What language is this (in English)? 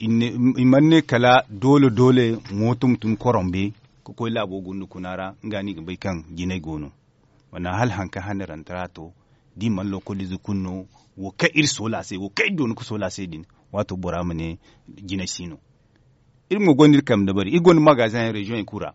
Zarma